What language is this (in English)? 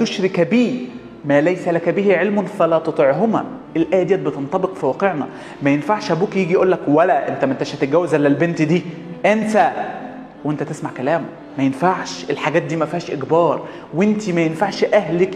Egyptian Arabic